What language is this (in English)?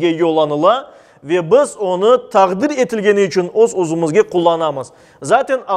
Crimean Tatar